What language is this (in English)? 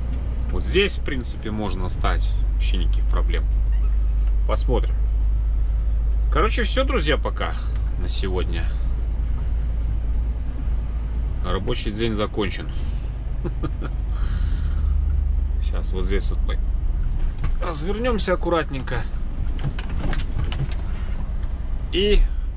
Russian